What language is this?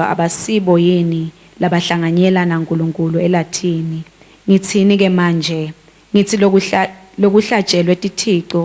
Swati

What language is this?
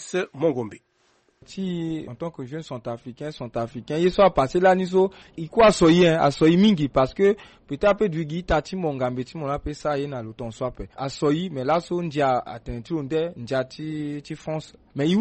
Sango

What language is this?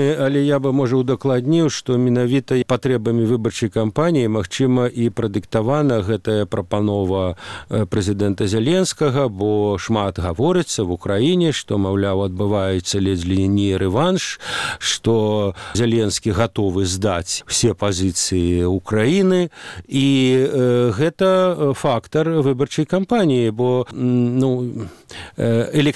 Belarusian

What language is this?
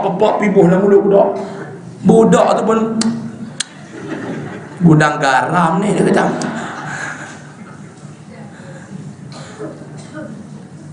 Malay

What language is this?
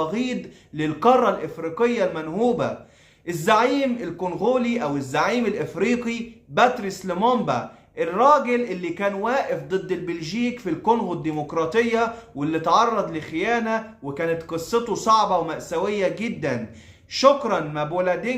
Egyptian Arabic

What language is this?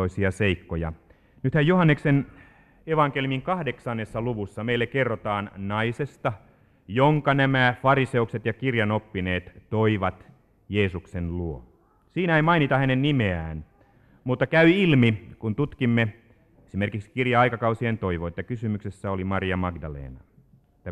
Finnish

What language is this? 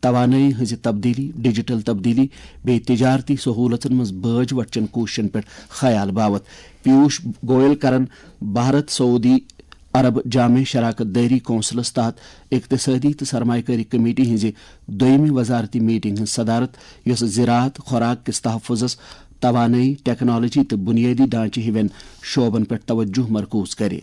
Kashmiri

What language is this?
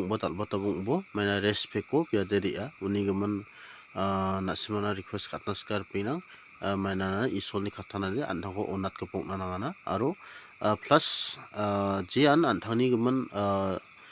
Garo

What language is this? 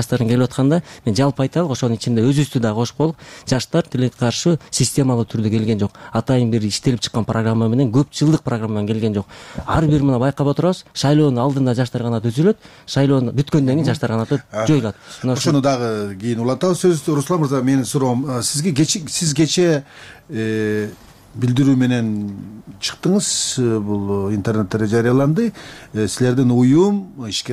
Kyrgyz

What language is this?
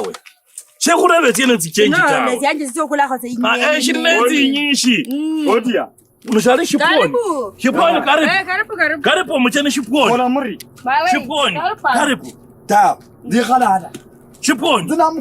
Kabras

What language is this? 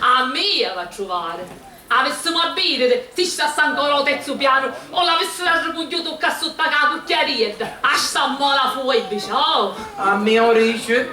Sicilian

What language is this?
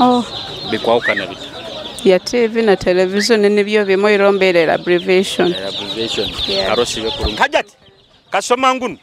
Nyoro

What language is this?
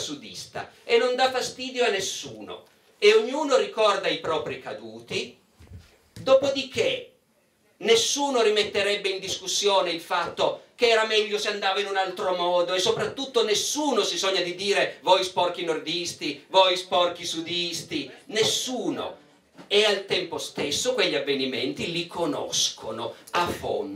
Italian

